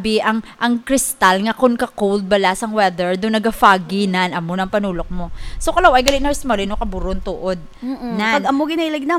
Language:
Hiligaynon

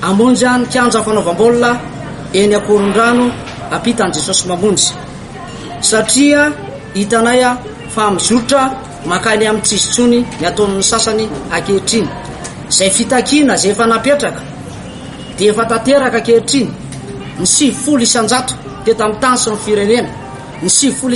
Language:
Malagasy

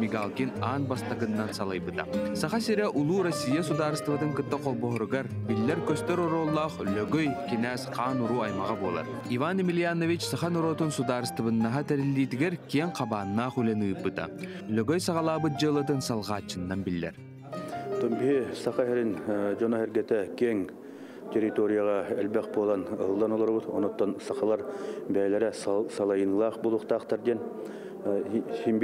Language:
Yakut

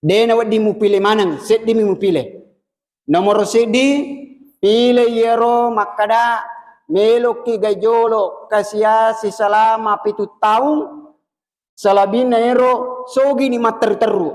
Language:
Buginese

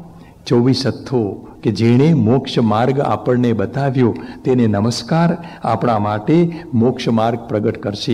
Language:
Gujarati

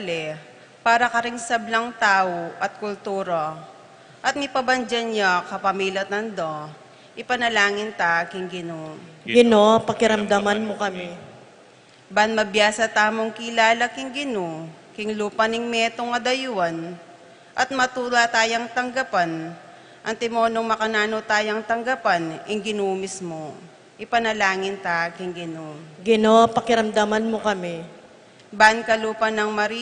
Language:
Pampanga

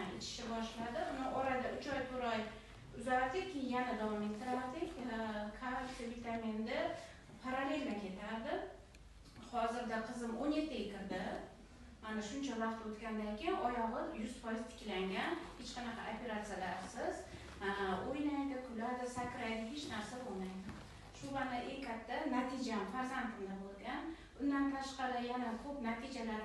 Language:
Uzbek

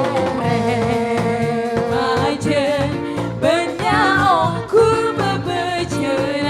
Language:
Madurese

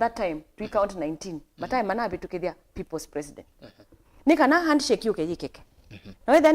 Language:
Kamba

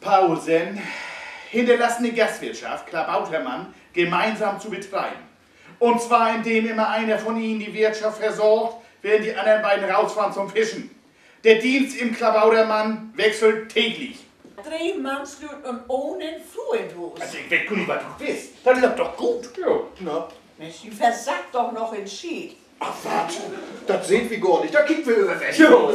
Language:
Low German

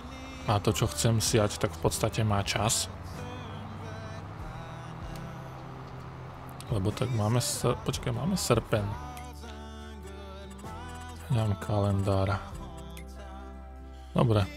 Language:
Slovak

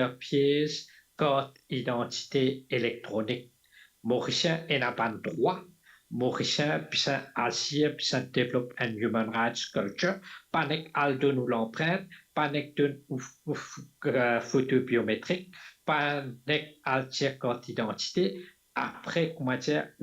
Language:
Morisyen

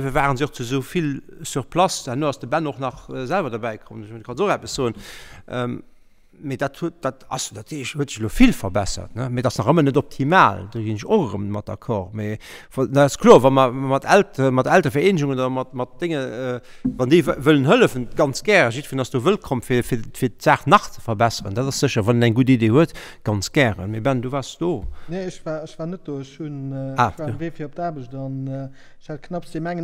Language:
Luxembourgish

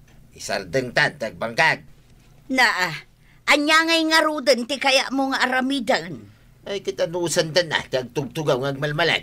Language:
Iloko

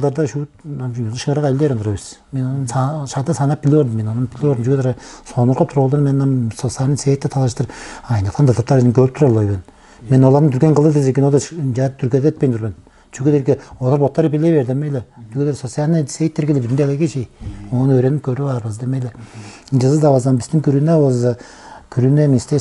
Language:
Tuvinian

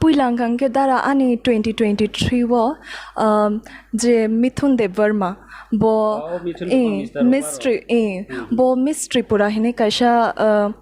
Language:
Kok Borok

